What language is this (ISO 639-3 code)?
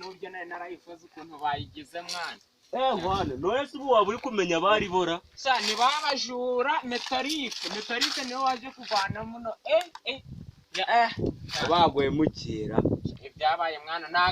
kin